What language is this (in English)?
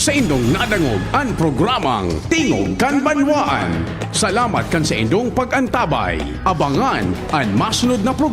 Bikol